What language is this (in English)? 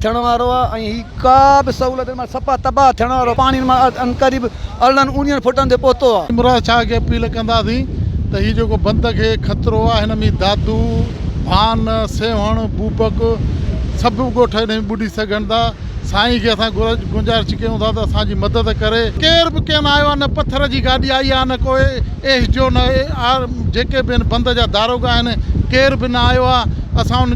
Sindhi